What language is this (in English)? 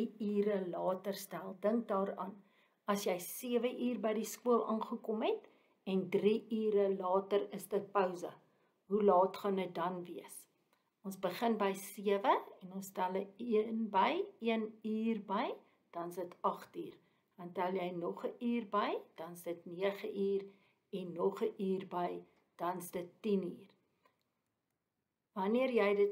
Afrikaans